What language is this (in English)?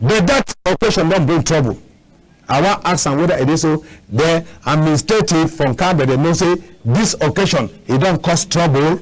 Cameroon Pidgin